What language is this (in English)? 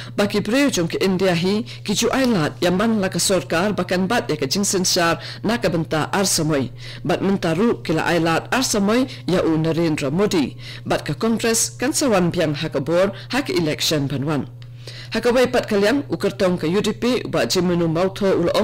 Khasi